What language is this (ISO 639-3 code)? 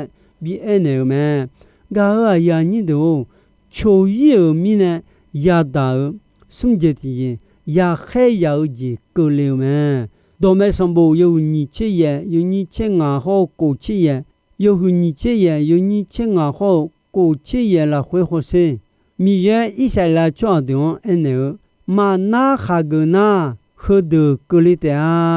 ahk